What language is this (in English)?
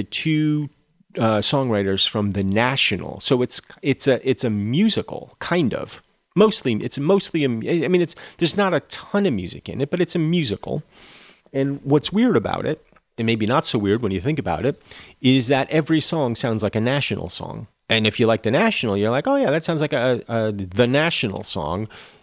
English